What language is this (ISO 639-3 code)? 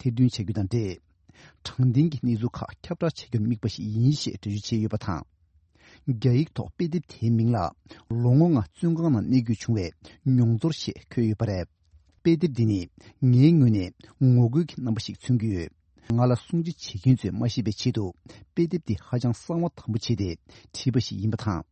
bod